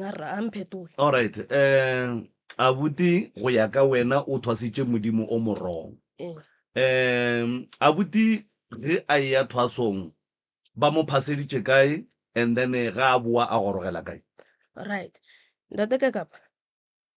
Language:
Northern Sotho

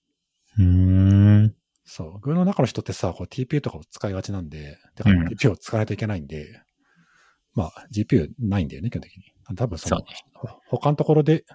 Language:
Japanese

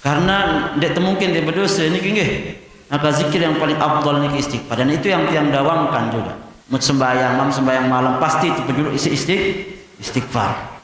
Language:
Sasak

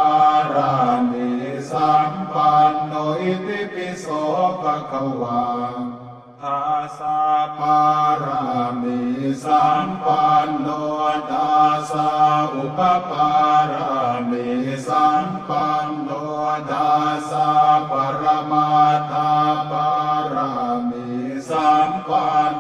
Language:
Pali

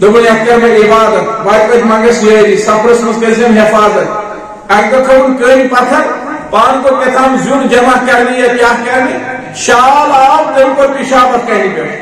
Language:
Kashmiri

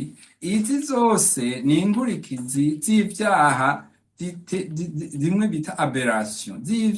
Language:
Rundi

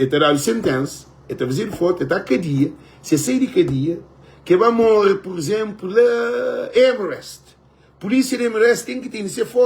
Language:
Kabuverdianu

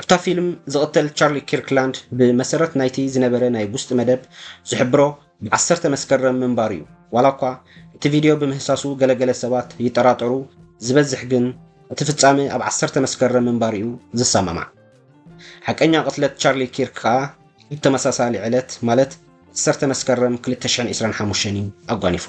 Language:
Tigrinya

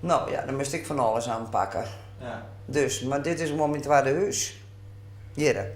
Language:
Western Frisian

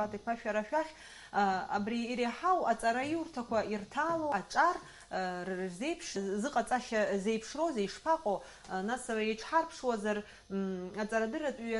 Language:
Abkhazian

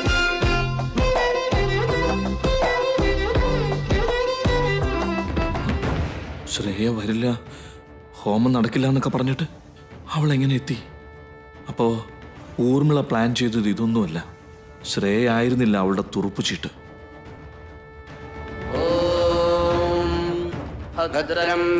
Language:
Malayalam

